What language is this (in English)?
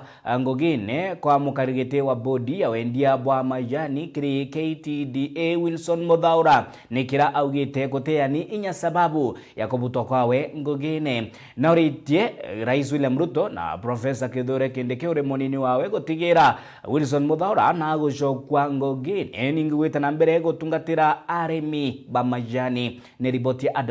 Meru